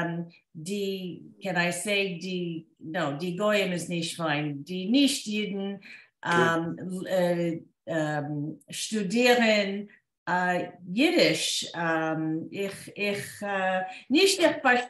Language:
Yiddish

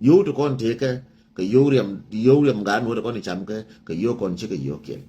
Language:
Nuer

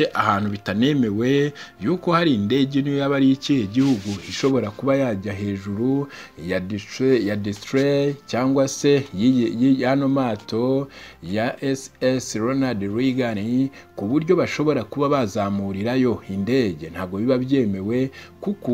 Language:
Kinyarwanda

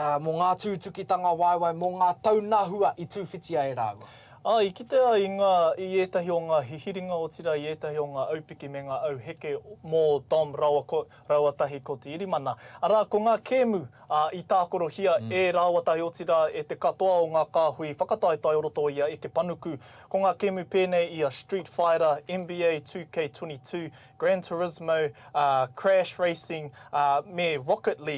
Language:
Māori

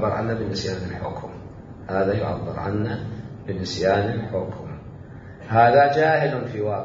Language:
Mesopotamian Arabic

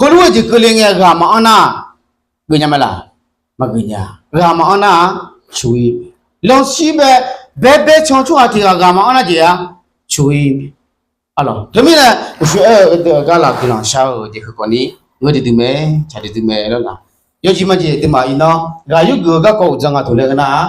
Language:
Akha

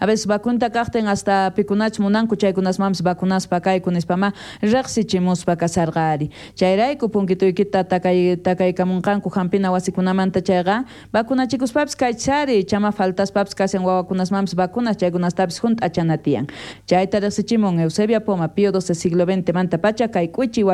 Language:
South Bolivian Quechua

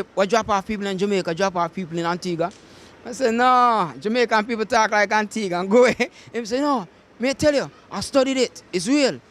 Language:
Jamaican Creole English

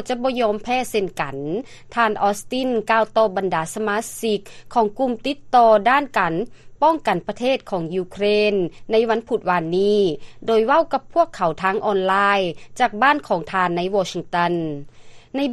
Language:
Lao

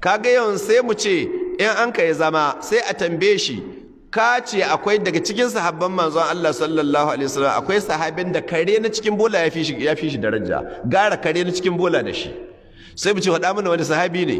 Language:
Hausa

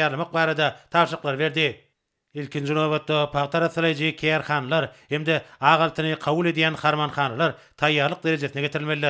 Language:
Turkmen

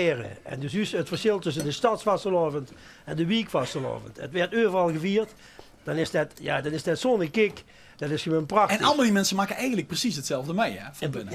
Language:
Limburgish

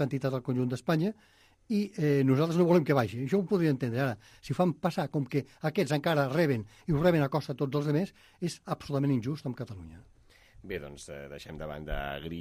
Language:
Catalan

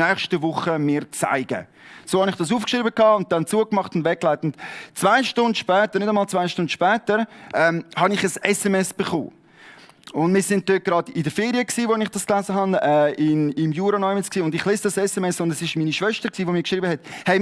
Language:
Swiss German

